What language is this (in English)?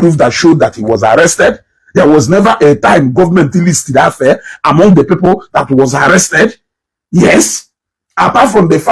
Igbo